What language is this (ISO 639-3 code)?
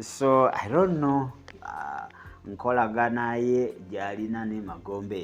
lug